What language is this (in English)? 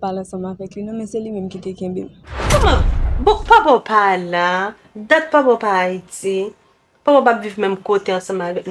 Haitian Creole